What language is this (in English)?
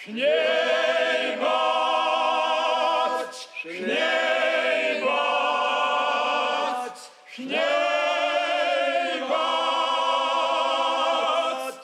Abkhazian